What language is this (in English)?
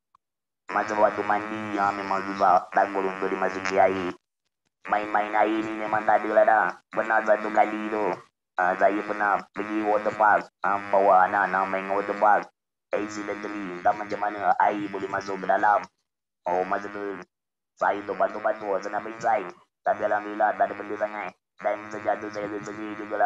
Malay